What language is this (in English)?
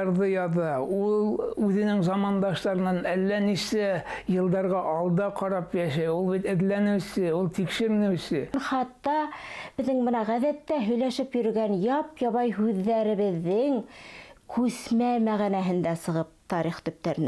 Bashkir